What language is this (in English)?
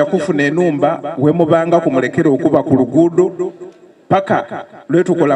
Soga